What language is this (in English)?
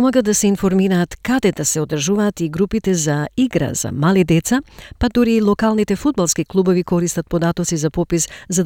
Macedonian